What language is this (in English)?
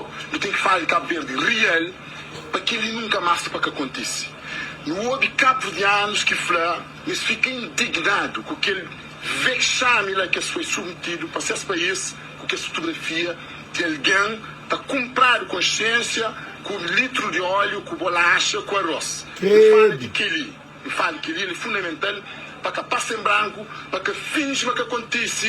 Kabuverdianu